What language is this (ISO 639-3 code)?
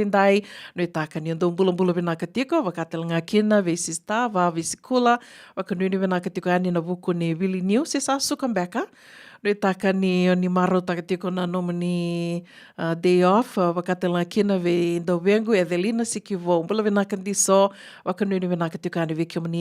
fij